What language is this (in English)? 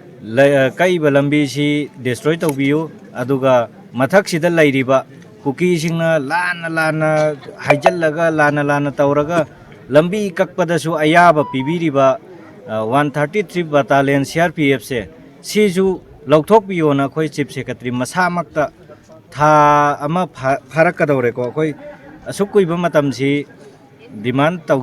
Manipuri